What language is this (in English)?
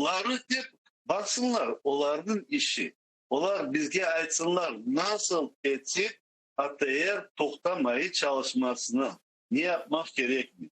Crimean Tatar